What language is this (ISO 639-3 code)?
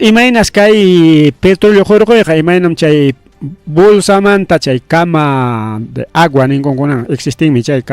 quy